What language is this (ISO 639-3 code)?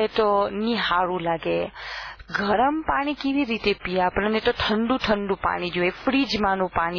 guj